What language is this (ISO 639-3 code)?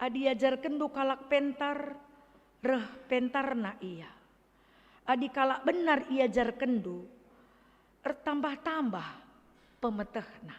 btx